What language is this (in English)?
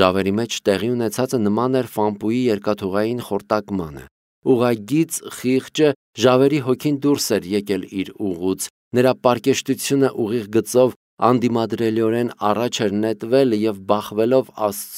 Armenian